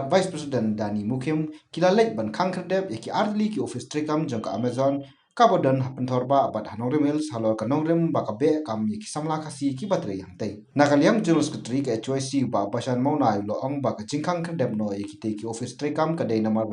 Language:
Khasi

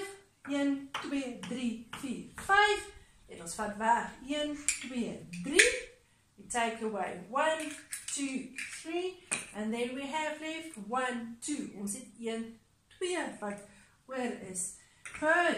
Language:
Afrikaans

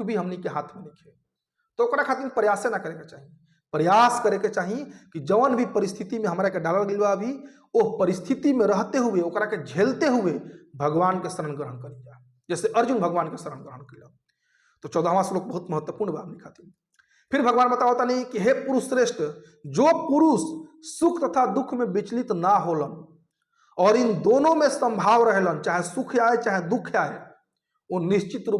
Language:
Bhojpuri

